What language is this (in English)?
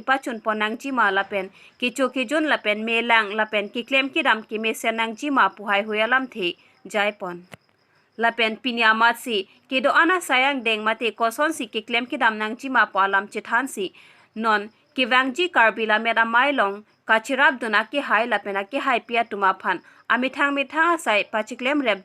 Karbi